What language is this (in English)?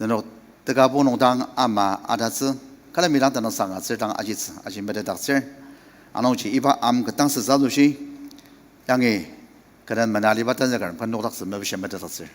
Ao Naga